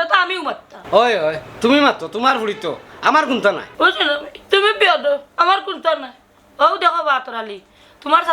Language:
Sylheti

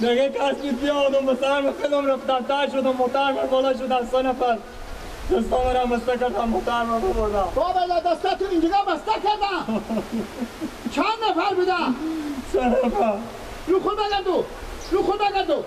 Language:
Persian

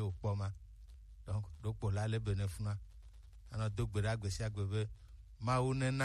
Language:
Gen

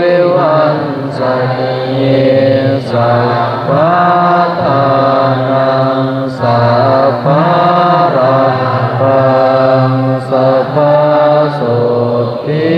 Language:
Pali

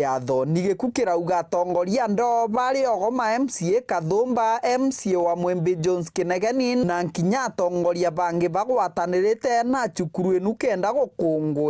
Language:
Meru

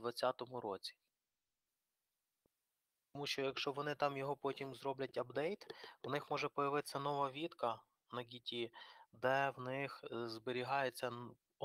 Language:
Ukrainian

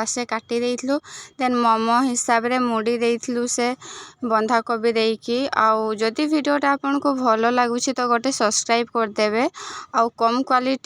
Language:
Odia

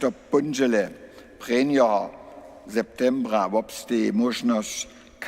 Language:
Upper Sorbian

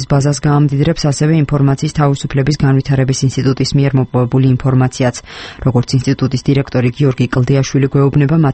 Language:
Georgian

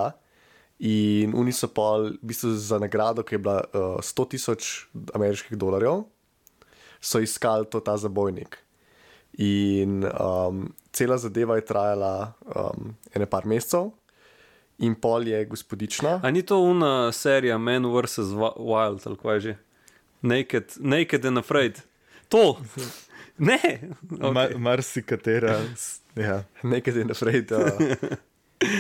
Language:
Slovenian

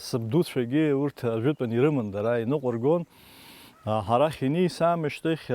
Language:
Abkhazian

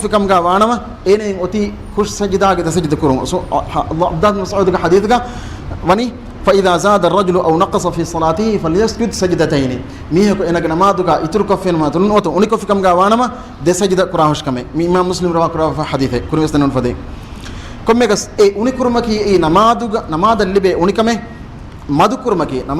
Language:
Divehi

